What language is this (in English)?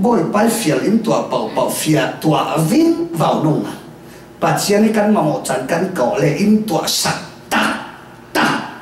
Falam Chin